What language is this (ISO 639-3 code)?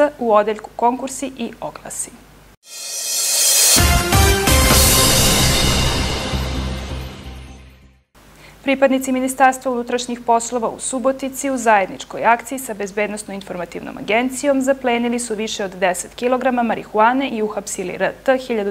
srp